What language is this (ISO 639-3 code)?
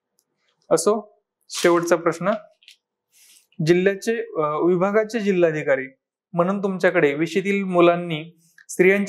mar